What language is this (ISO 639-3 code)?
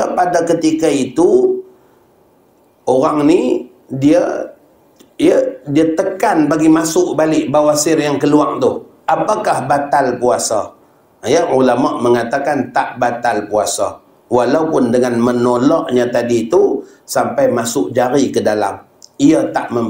msa